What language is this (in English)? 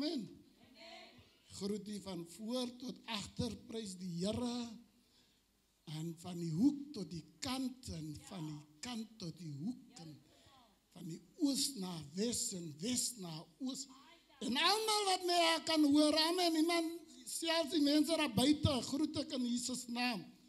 Afrikaans